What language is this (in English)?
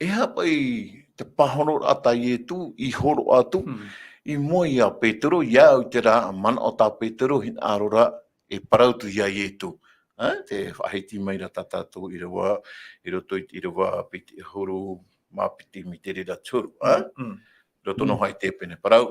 Tahitian